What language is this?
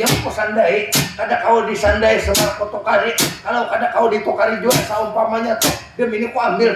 Banjar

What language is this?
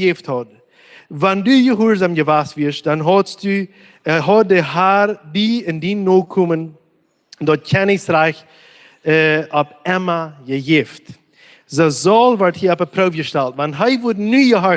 Plautdietsch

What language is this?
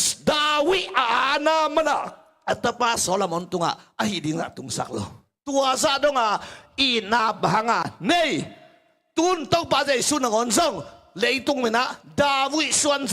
Tedim Chin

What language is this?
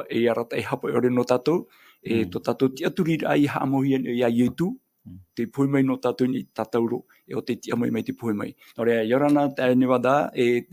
Tahitian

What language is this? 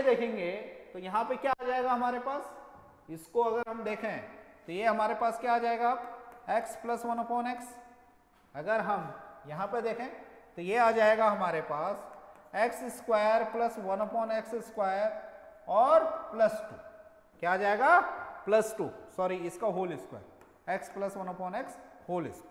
Hindi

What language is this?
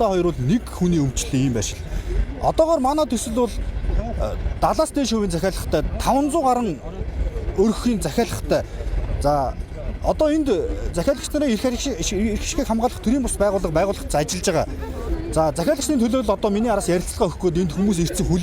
Mongolian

